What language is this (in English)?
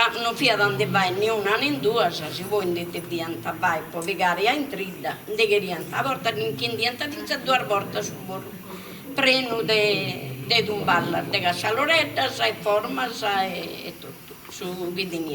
Sardinian